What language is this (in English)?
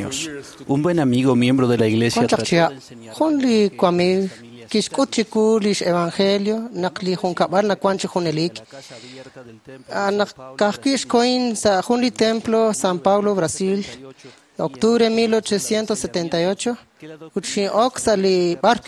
Kekchí